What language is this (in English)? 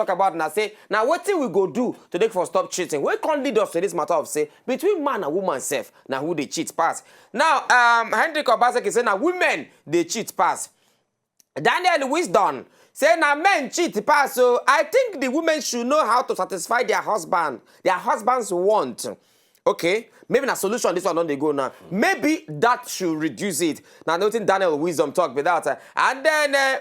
Nigerian Pidgin